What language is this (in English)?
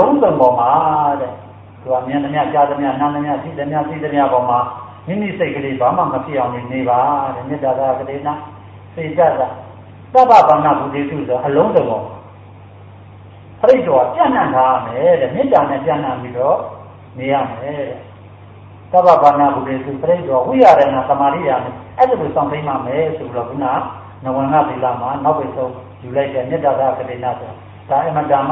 Burmese